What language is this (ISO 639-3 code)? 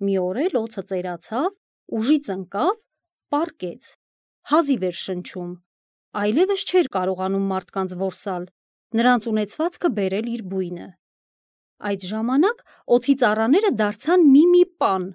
hye